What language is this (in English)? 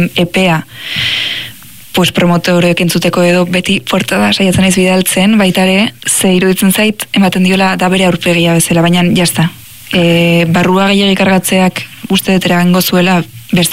Basque